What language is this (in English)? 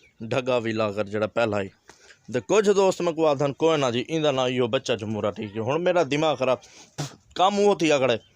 Saraiki